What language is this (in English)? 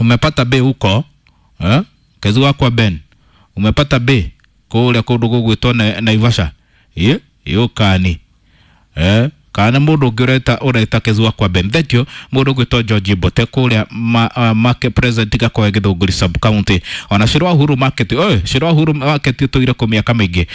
Kikuyu